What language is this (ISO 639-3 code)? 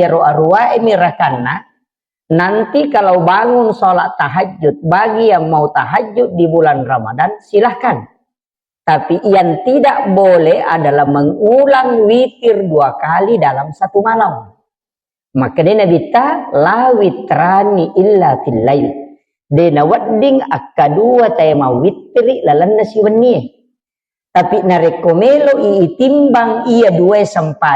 bug